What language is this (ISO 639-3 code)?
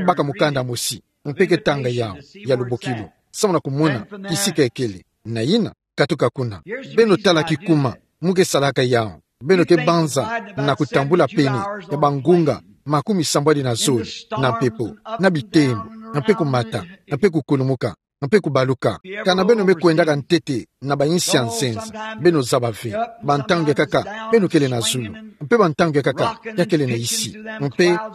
ktu